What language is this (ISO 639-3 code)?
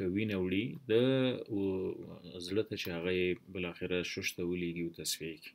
pus